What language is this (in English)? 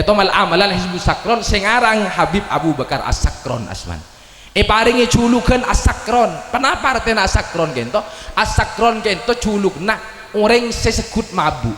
Madurese